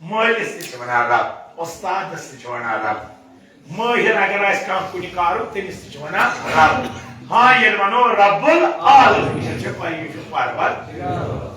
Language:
Kashmiri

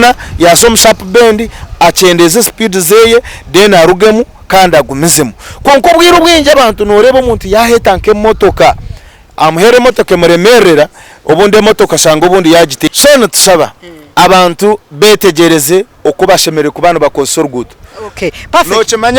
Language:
Nyankole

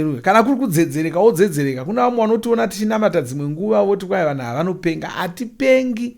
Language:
Shona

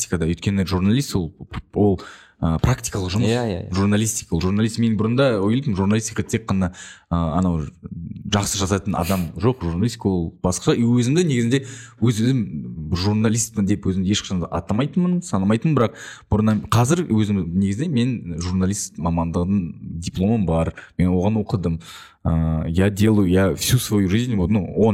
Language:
Kazakh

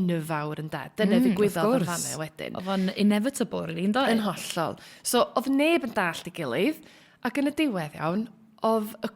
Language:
Welsh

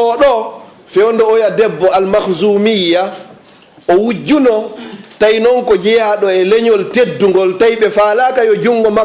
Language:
Fula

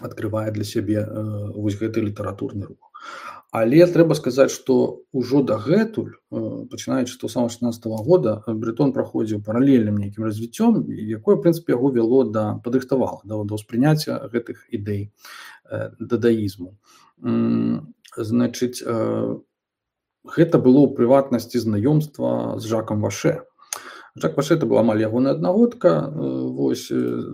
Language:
Belarusian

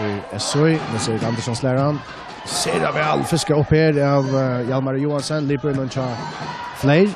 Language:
Faroese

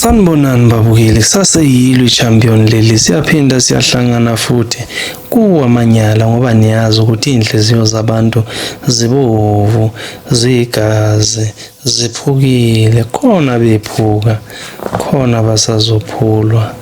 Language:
Zulu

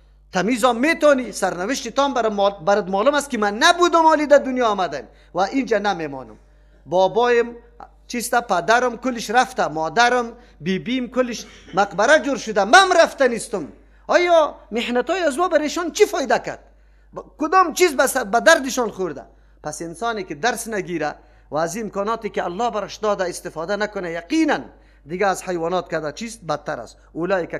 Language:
Persian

